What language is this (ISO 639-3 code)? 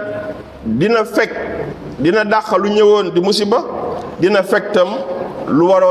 wol